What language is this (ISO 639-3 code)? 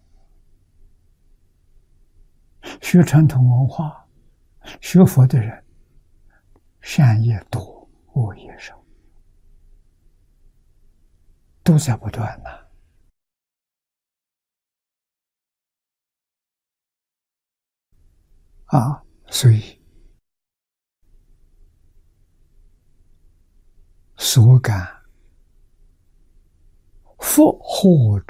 zho